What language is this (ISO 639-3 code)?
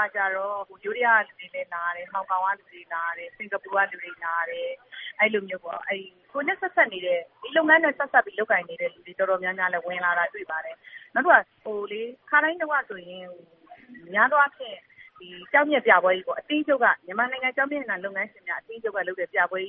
mya